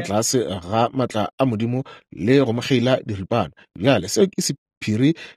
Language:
Northern Sotho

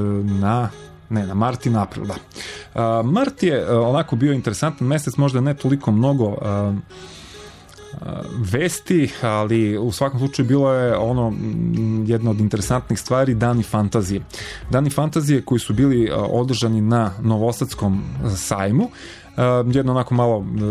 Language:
Serbian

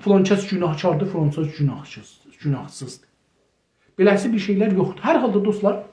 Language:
South Azerbaijani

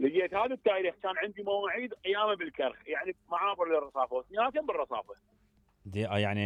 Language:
Mesopotamian Arabic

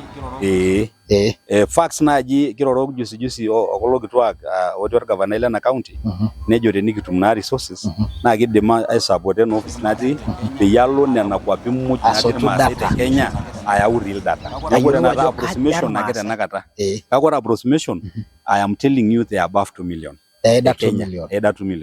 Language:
Masai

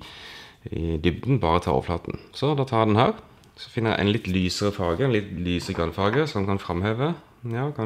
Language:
Norwegian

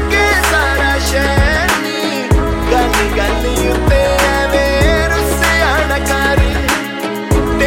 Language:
Punjabi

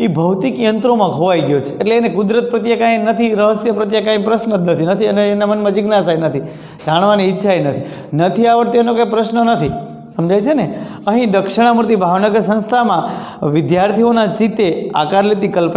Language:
Gujarati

